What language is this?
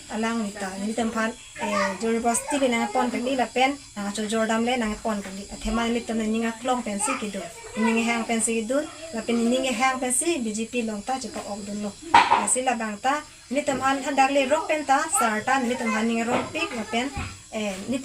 Karbi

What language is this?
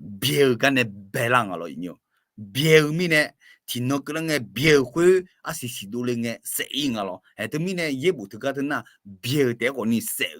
Akha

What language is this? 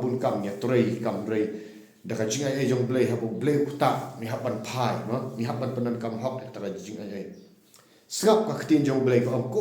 Khasi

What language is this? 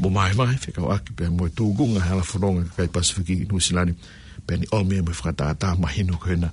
Tongan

